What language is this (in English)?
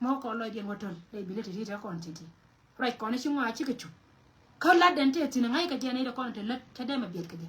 Nuer